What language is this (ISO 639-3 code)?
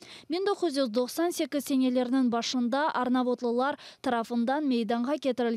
crh